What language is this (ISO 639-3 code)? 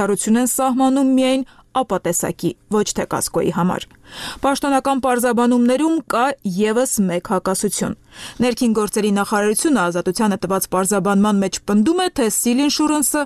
hye